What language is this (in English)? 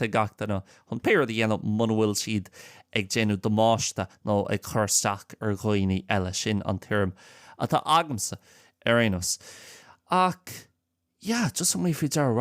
Irish